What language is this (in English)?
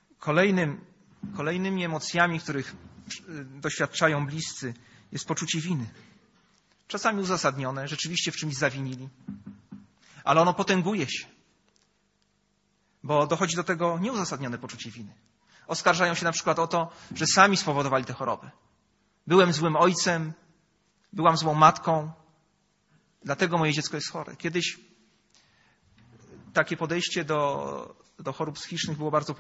Polish